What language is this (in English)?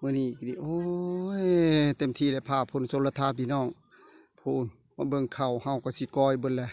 Northeastern Thai